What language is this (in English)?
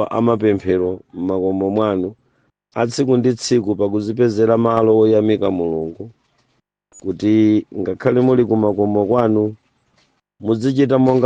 Nyanja